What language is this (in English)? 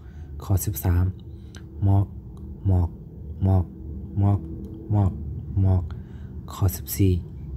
Shan